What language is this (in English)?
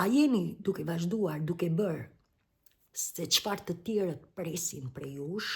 Albanian